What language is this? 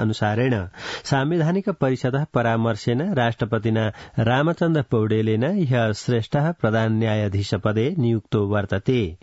Sanskrit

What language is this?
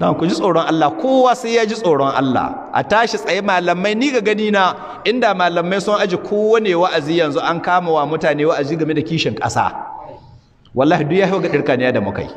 Hausa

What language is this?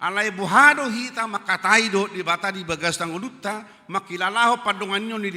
Batak Toba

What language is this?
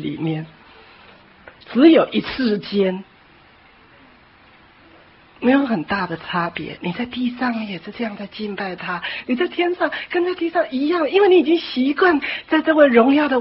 Chinese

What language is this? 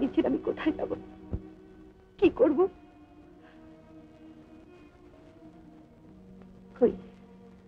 Bangla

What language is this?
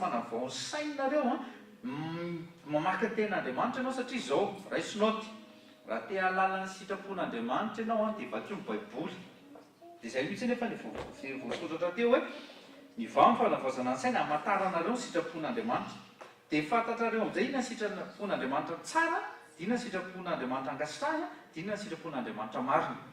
Malagasy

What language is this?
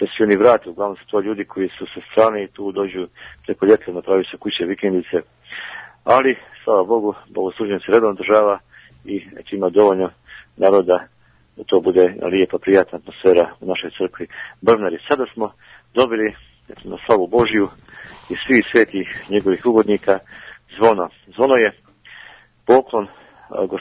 Serbian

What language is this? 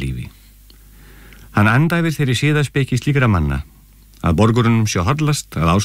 Icelandic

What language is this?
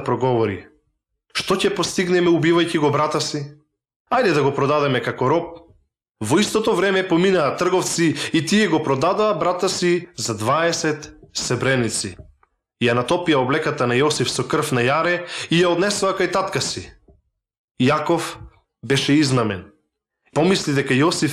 Macedonian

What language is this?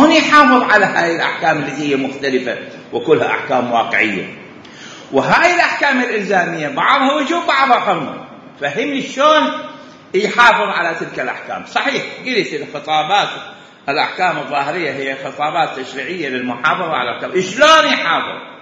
Mesopotamian Arabic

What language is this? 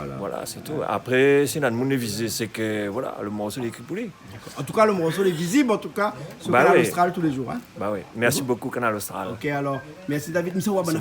Réunion Creole French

